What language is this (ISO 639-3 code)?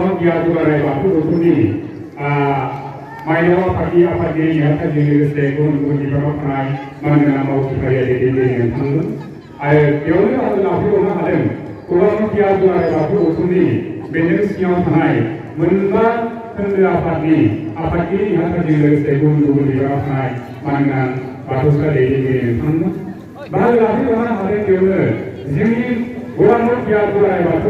brx